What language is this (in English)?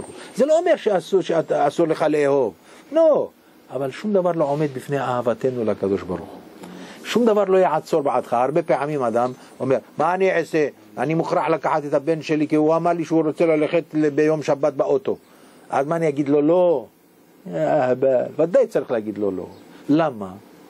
Hebrew